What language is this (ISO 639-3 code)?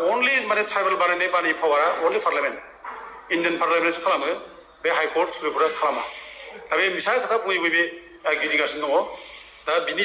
brx